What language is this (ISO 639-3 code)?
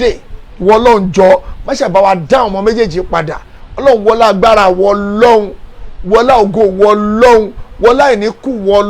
yor